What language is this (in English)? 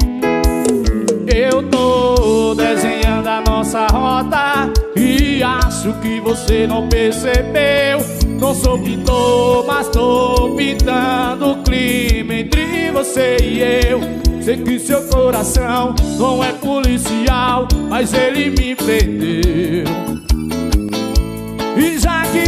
Portuguese